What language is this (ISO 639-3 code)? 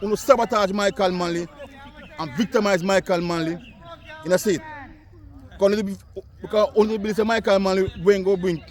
jam